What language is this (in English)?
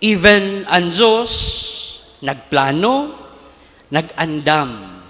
Bikol